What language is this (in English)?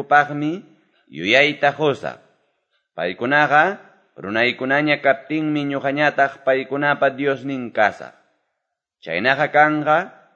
Quechua